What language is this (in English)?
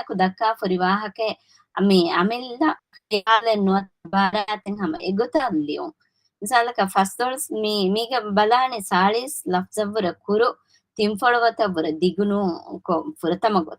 Divehi